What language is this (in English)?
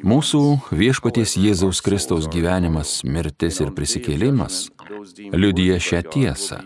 Lithuanian